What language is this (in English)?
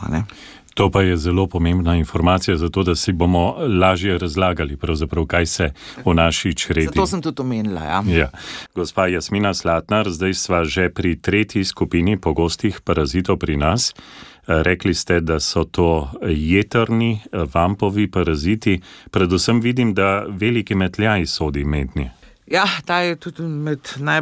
Slovenian